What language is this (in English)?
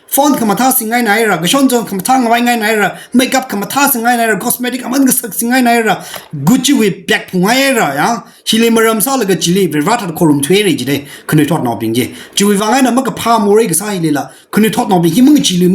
Tangkhul Naga (India)